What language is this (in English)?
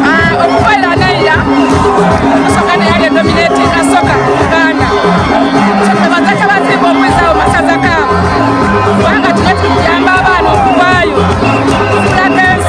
Soga